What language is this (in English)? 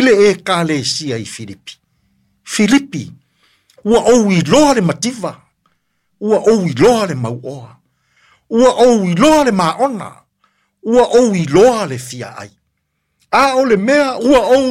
Samoan